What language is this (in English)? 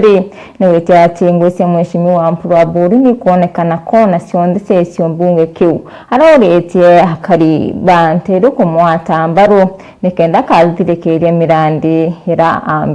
Meru